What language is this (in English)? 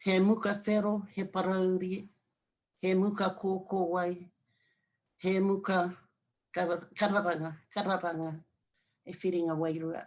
Māori